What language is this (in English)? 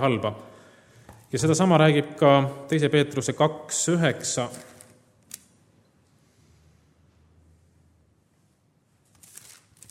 Estonian